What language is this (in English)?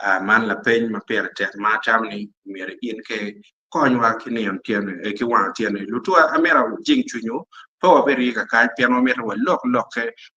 Acoli